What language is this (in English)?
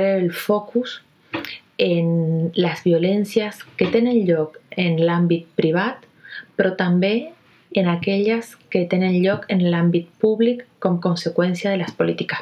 Catalan